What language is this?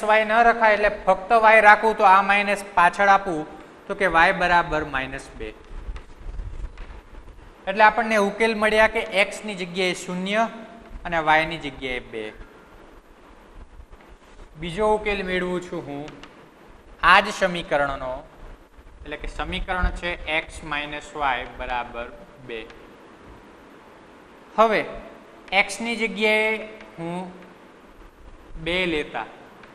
Gujarati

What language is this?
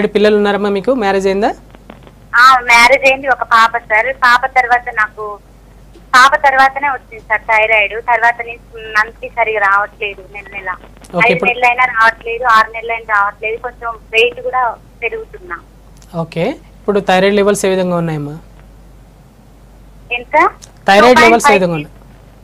Telugu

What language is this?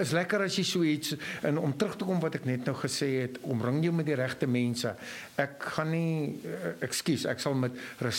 Afrikaans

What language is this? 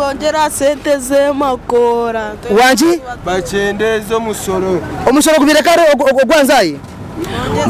Nyankole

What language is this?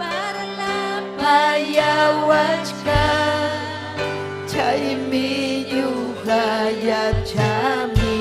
Ayacucho Quechua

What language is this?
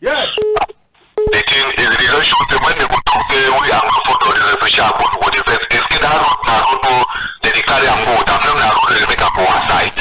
Cameroon Pidgin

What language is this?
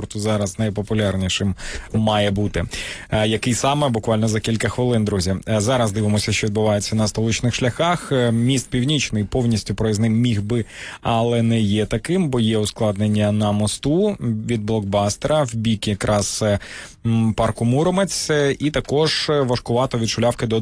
Ukrainian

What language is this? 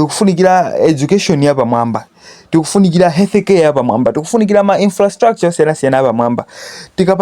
Nyanja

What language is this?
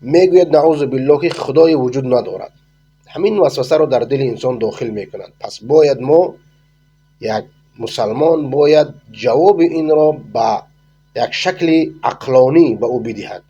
Persian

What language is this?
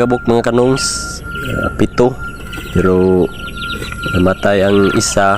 Cebuano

